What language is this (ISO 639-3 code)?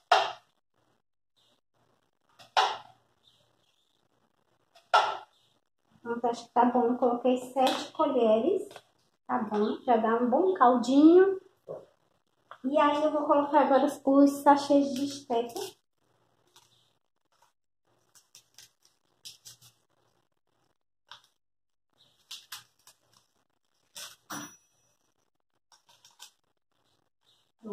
por